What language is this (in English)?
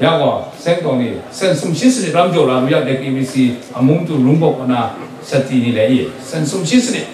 Kachin